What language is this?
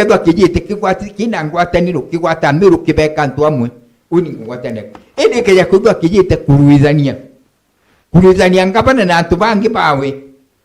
Meru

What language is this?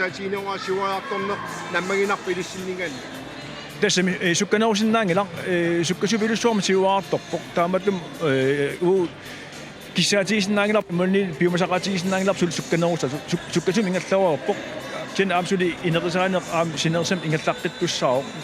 Kalaallisut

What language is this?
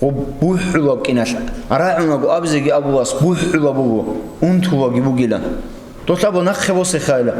Avaric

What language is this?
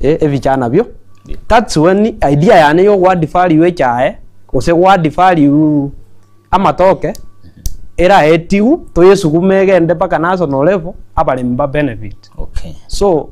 Gusii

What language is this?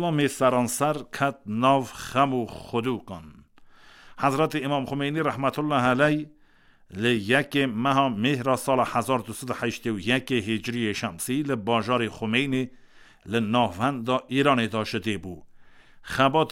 Kurdish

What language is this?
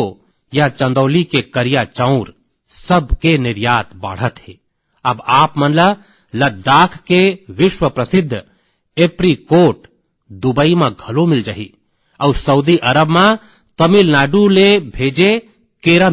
Chhattisgarhi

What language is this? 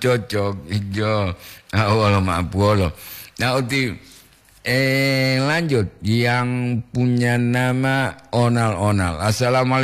Gorontalo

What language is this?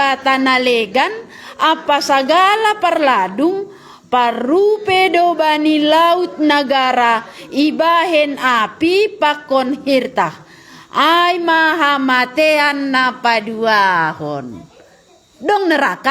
Batak Simalungun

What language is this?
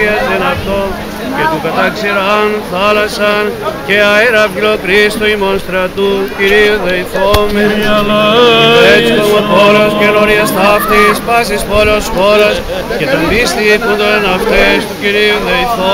Greek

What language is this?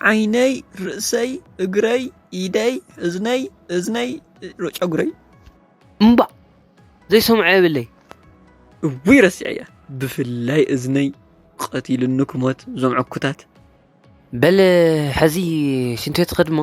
Tigrinya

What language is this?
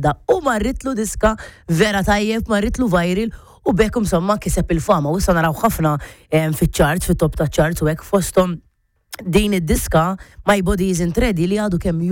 Maltese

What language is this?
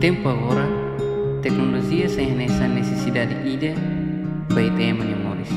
Tetum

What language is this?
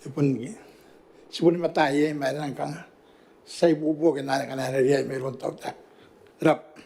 Gilbertese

